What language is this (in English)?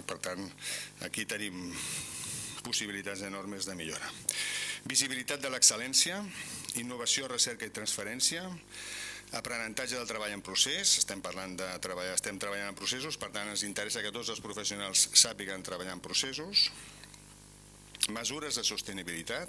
Catalan